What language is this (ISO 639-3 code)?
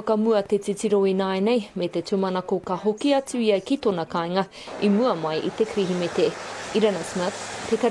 mri